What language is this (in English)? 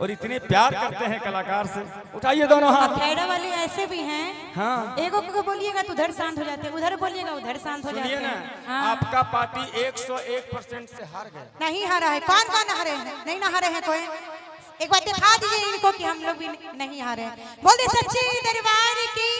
Magahi